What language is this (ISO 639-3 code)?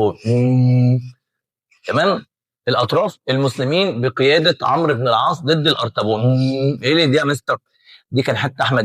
arz